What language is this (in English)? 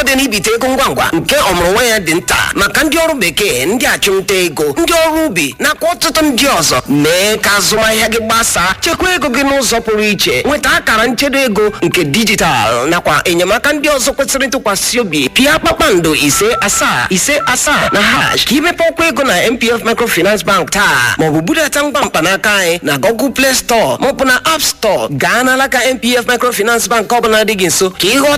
Igbo